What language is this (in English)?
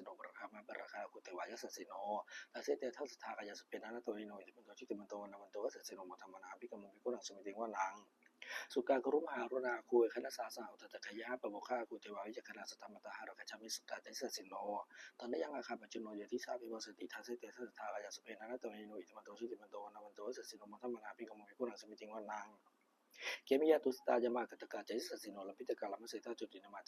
Pali